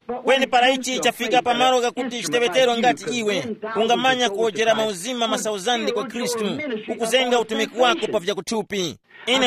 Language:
Tumbuka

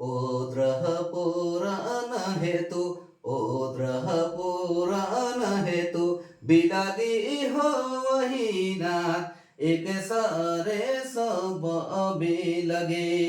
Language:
Sadri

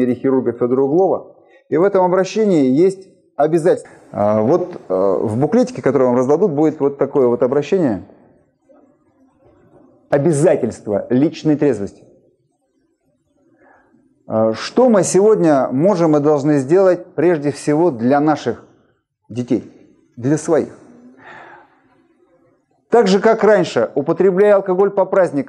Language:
Russian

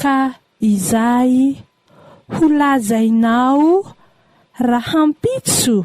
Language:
Malagasy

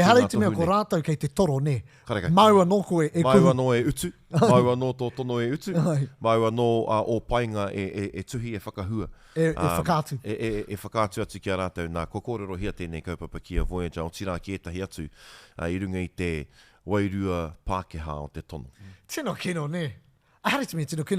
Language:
Māori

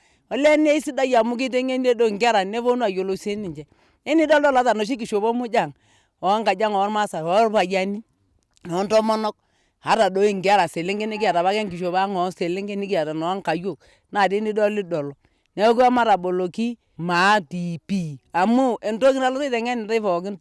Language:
Masai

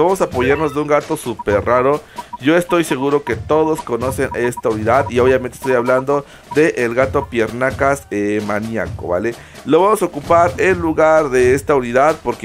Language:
Spanish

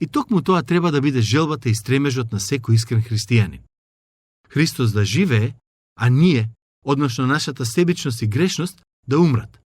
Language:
Macedonian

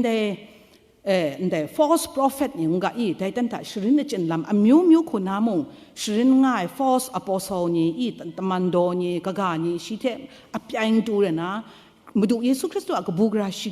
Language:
Kachin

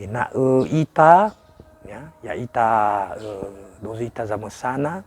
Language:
Nias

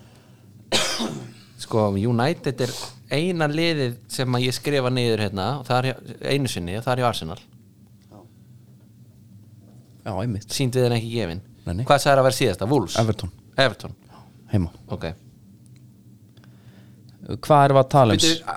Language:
Icelandic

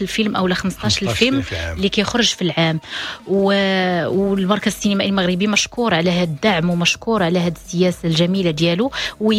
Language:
Moroccan Arabic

